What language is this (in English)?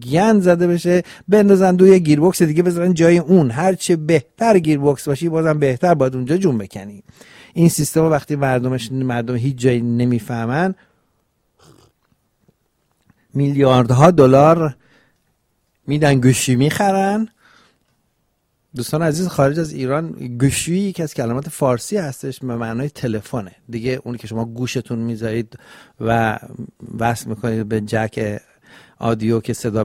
Persian